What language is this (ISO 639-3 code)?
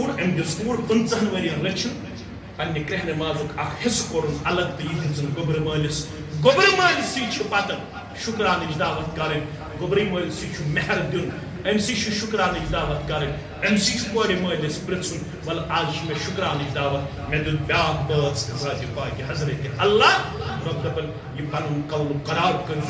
kas